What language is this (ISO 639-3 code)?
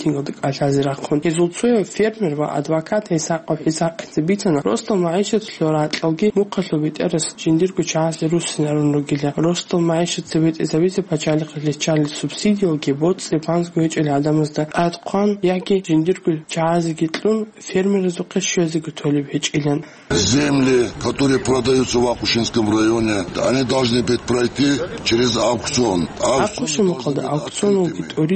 ava